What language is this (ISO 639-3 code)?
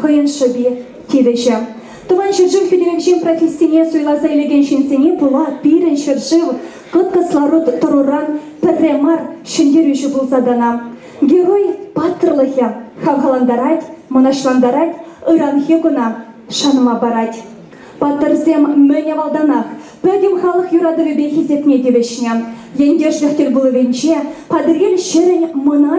chv